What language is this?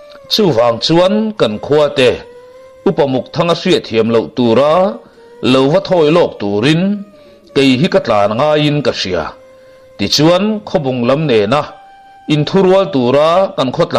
Mizo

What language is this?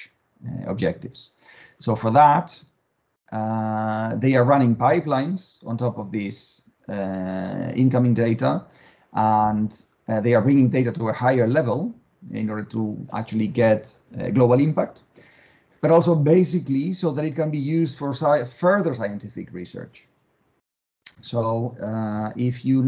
English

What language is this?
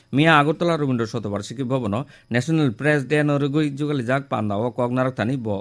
Kok Borok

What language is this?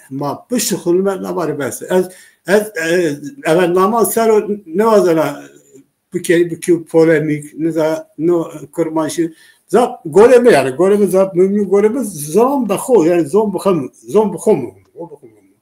Zaza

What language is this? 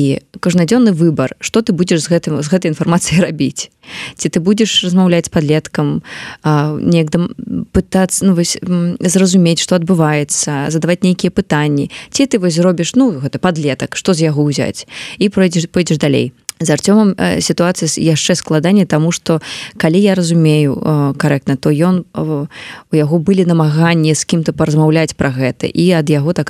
Belarusian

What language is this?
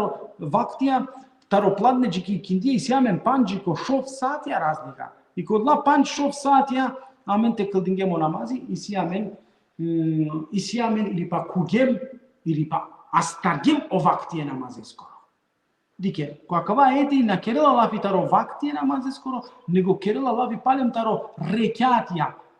Balkan Romani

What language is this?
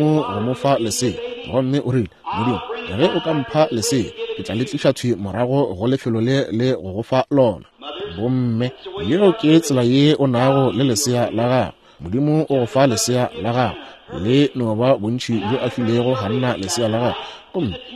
Northern Sotho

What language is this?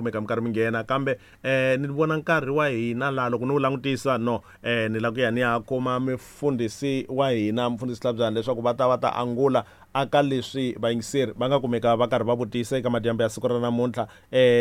Tsonga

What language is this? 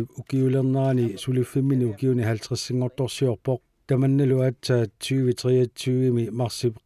Kalaallisut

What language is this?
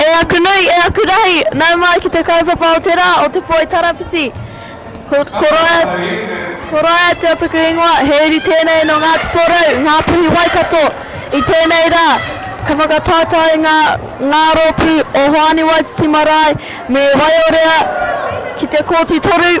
Māori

